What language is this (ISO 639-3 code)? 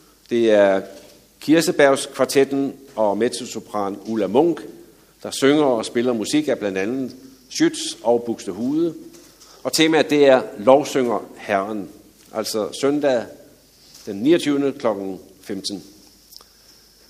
dan